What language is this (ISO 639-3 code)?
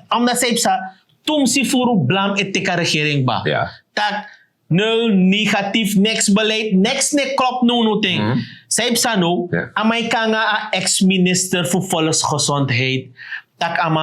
srn